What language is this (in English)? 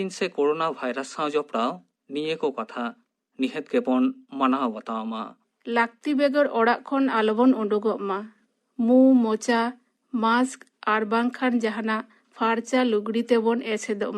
Santali